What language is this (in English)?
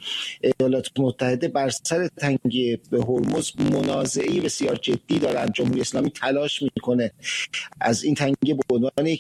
Persian